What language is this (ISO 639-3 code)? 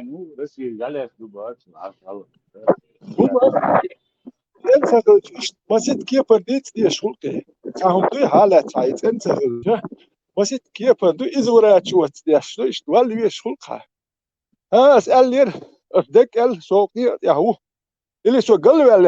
che